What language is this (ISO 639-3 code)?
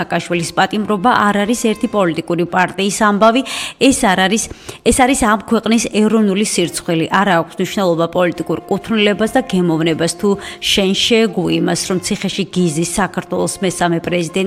kat